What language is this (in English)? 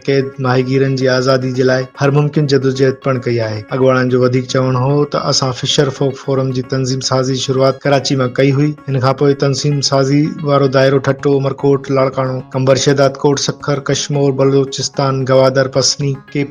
Sindhi